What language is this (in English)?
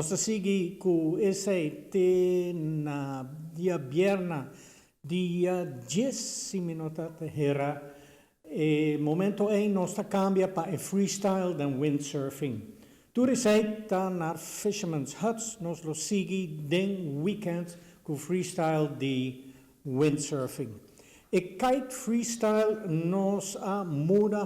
Papiamento